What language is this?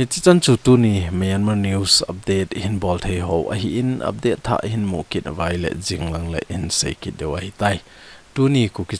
Thado Chin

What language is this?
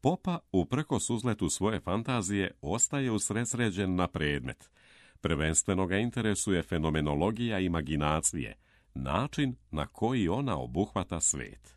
Serbian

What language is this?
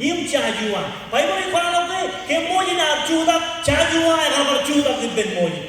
Marshallese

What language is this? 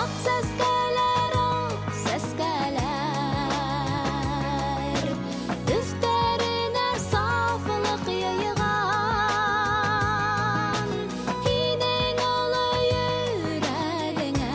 Bashkir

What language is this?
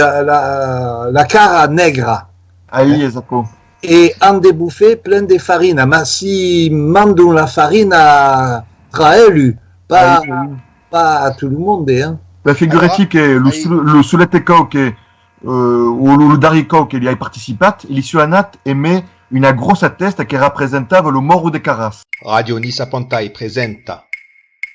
Occitan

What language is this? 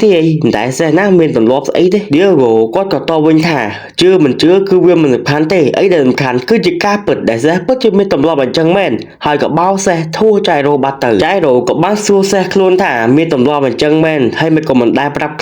Khmer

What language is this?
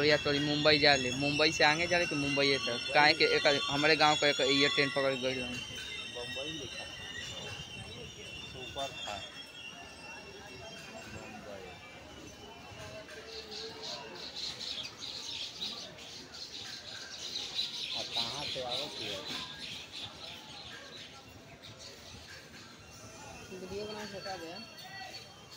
Bhojpuri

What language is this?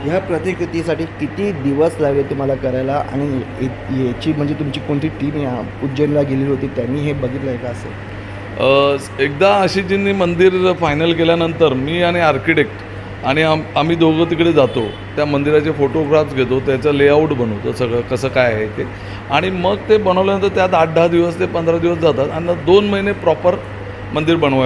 Marathi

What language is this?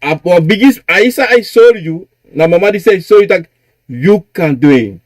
Sranan Tongo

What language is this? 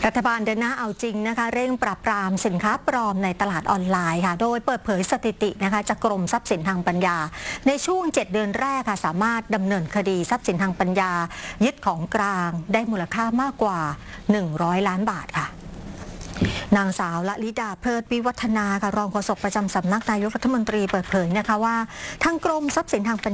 Thai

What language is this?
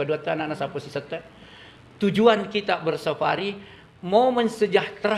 Buginese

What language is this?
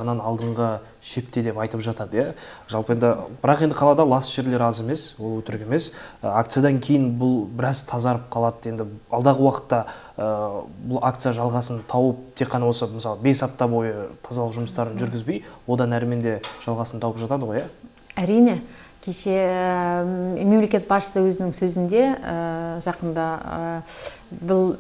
Kazakh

